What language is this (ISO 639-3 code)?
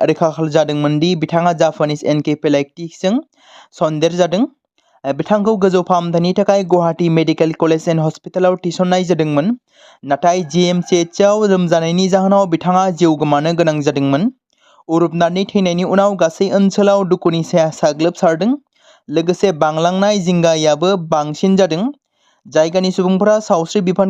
brx